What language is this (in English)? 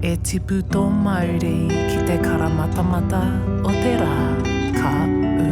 Māori